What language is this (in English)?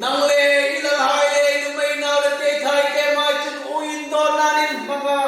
Hmar